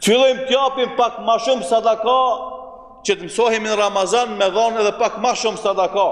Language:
Albanian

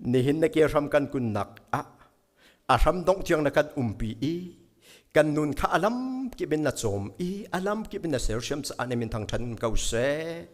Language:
Hakha Chin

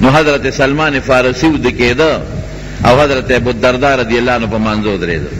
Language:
Pashto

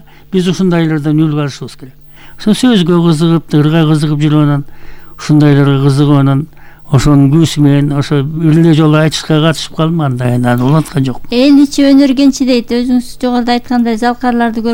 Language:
Kyrgyz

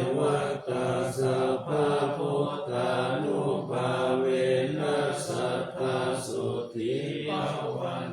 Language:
Pali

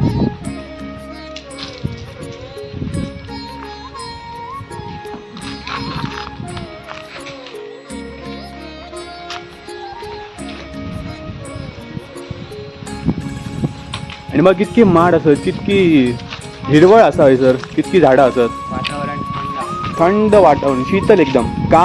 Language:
Konkani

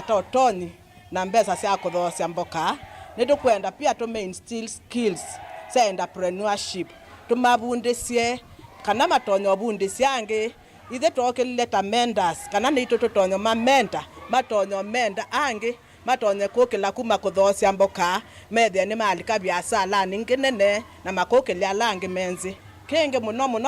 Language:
Kamba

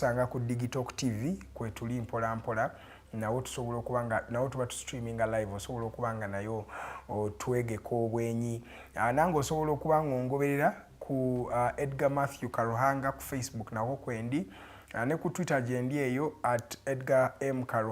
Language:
Ganda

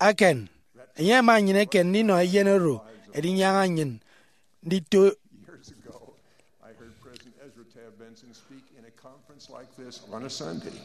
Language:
Efik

